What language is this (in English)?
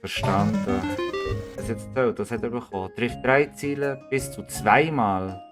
Swiss German